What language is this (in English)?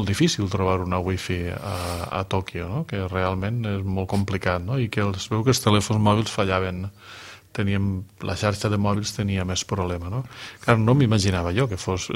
Catalan